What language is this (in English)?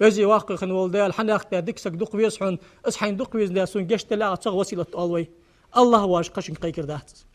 Ingush